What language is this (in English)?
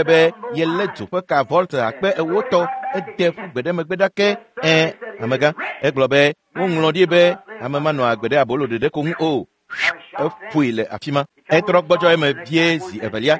Ewe